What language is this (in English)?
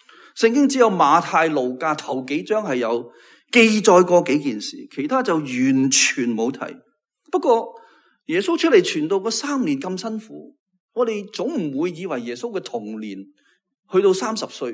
Cantonese